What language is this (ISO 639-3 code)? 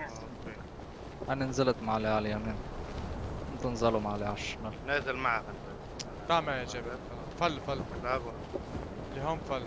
apc